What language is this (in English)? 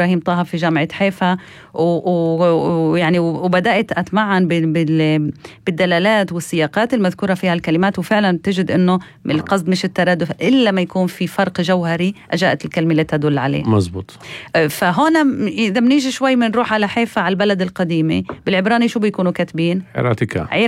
North Levantine Arabic